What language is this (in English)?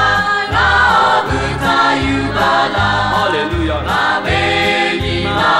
Lahu